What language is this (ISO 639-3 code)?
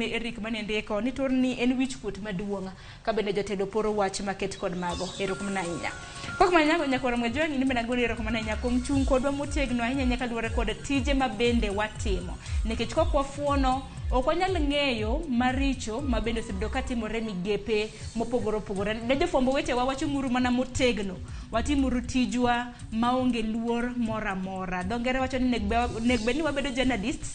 luo